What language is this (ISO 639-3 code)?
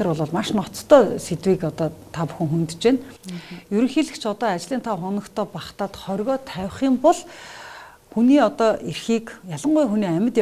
mon